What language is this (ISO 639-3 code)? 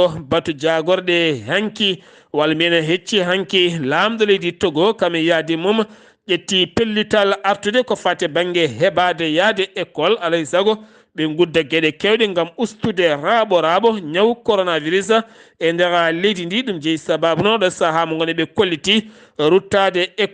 ful